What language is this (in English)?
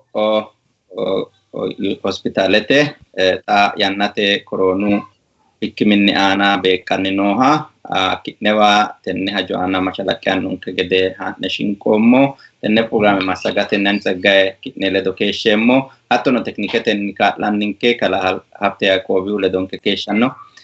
Sidamo